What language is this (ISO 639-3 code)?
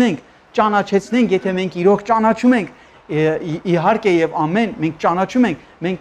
hye